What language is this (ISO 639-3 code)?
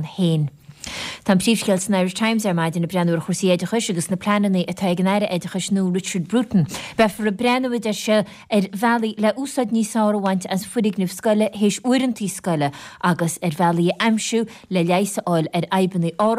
gle